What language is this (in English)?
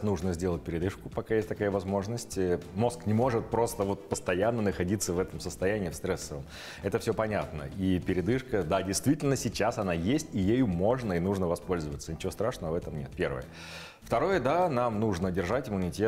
Russian